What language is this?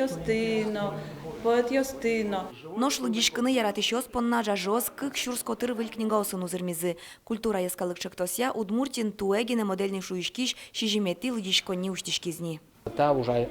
Udmurt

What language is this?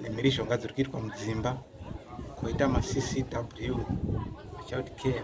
Shona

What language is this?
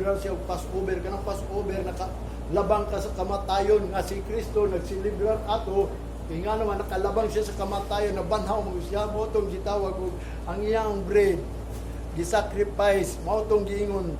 Cebuano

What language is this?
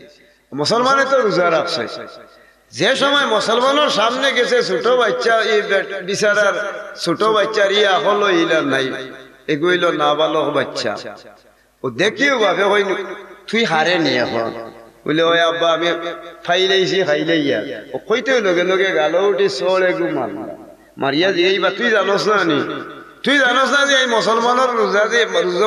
Sylheti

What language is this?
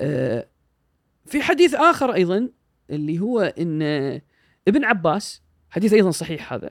Gulf Arabic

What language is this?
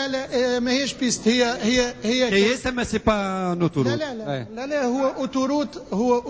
Tunisian Arabic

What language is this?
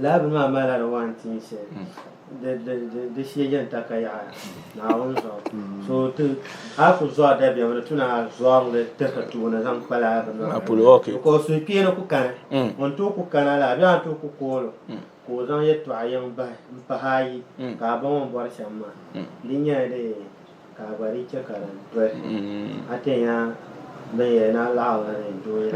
Dagbani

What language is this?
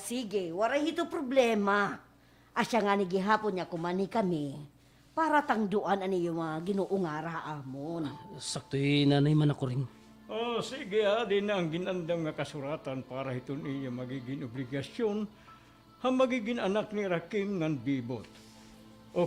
Waray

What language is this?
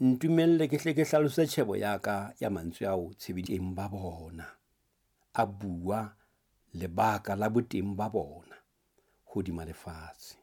Southern Sotho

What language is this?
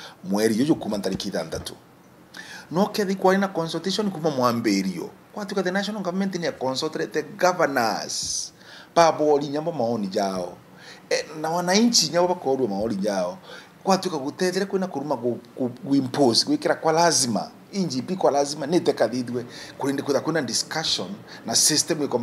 Meru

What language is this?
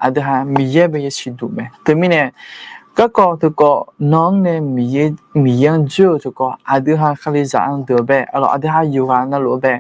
Akha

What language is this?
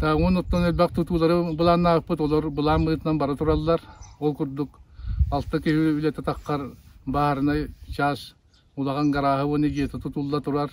Yakut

